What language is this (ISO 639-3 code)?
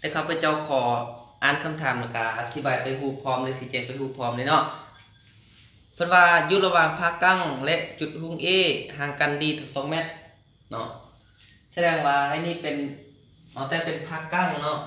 lao